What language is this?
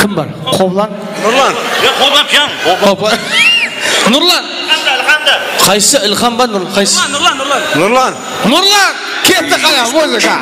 Kara-Kalpak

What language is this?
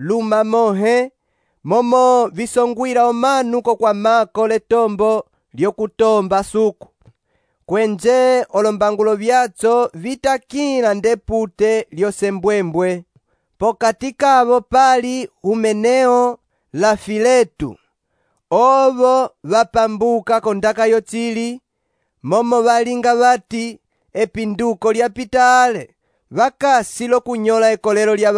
Umbundu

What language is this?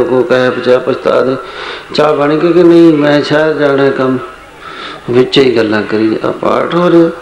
Punjabi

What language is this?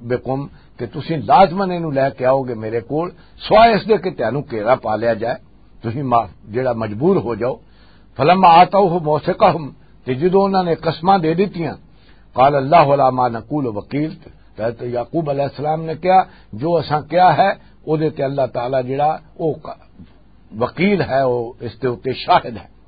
Western Panjabi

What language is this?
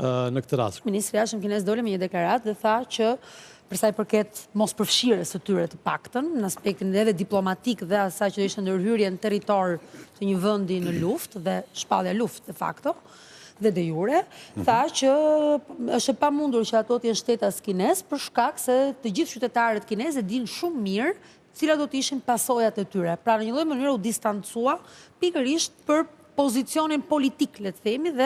Albanian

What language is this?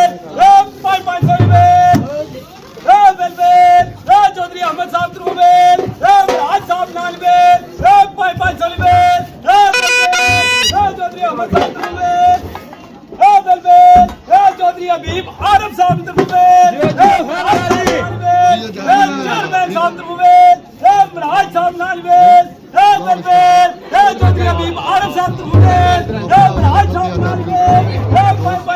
Pahari-Potwari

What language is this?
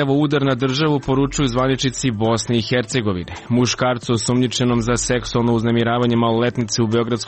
Serbian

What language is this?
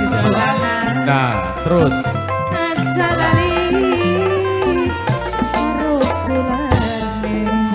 Javanese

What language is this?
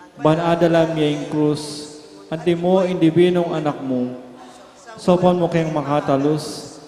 Pampanga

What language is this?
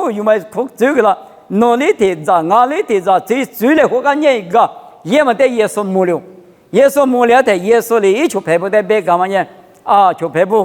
Lisu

